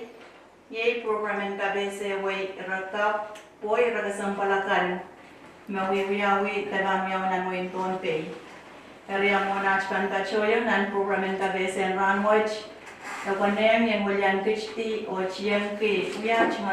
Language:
Pohnpeian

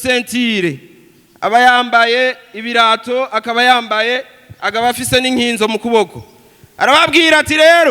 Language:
Rundi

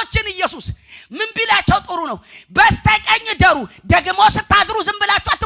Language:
Amharic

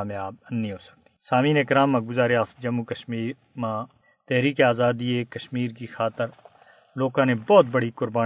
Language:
Gujari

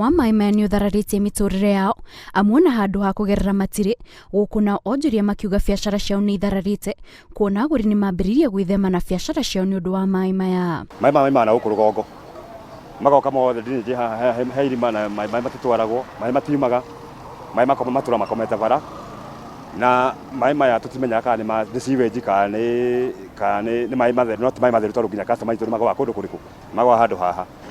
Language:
Kikuyu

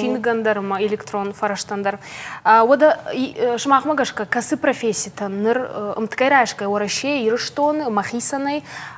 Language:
Ossetic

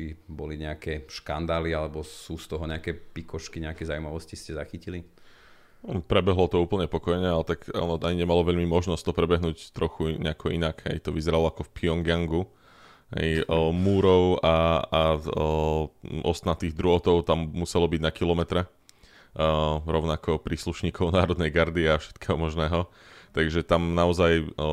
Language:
Slovak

